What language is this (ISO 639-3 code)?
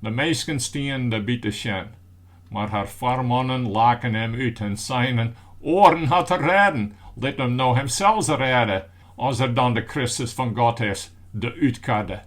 fry